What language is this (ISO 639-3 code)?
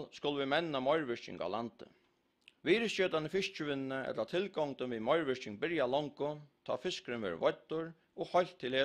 fao